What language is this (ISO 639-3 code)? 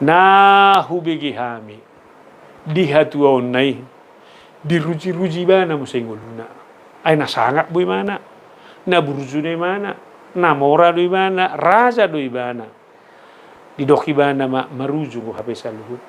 bbc